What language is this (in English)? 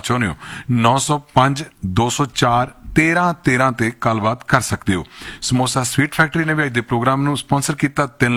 Punjabi